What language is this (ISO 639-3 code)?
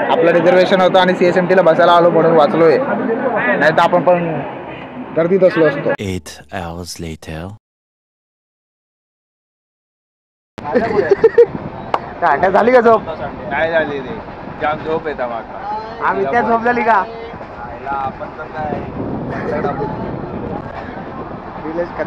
mar